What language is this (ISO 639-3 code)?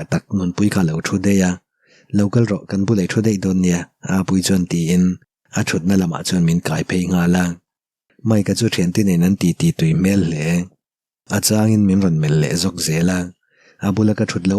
lus